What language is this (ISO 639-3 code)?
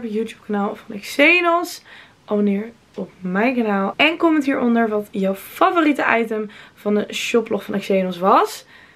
nld